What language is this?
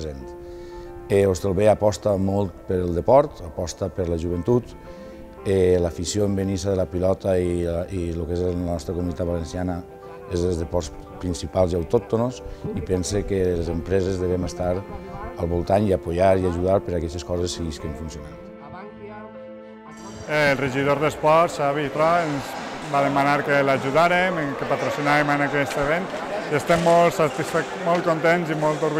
Catalan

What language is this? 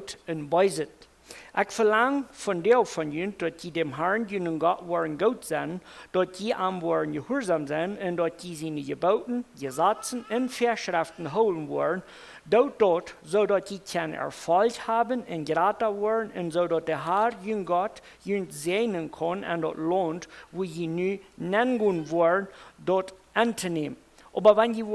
Plautdietsch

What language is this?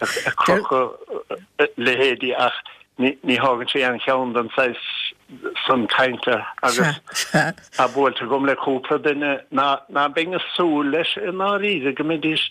Irish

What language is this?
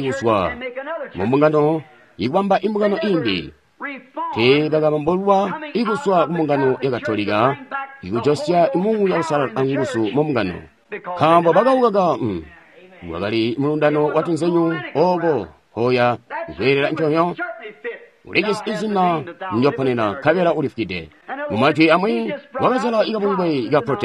Tonga (Zambia)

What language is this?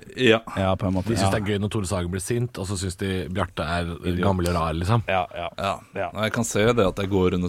Norwegian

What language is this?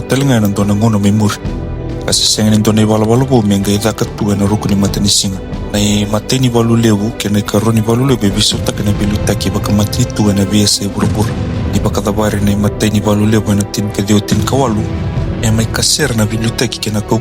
Fijian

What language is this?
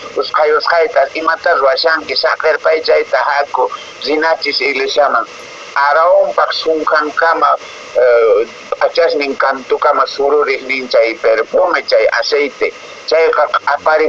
Quechua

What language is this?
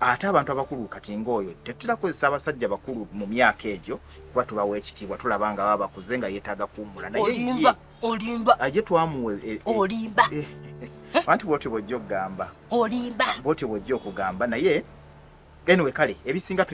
Ganda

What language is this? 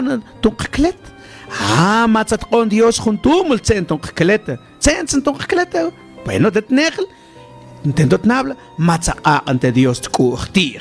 Mam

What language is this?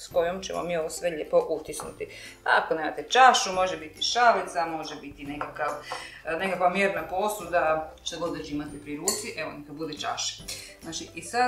Croatian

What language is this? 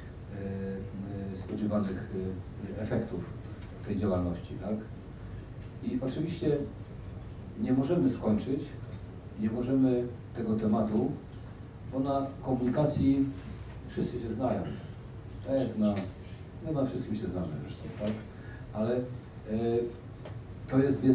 Polish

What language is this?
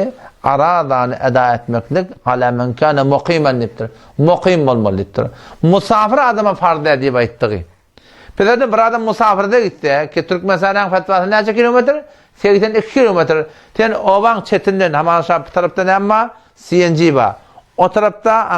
Turkmen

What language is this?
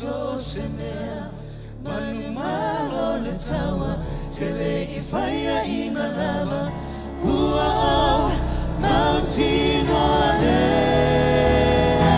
Samoan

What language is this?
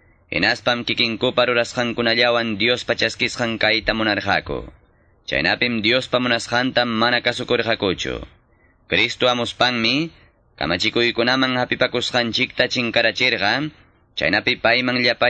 Ayacucho Quechua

